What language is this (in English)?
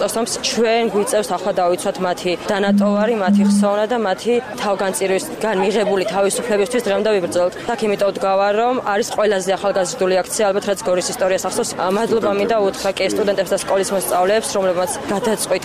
Georgian